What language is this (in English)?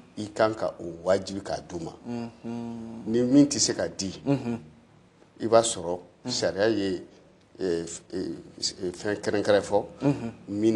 Bambara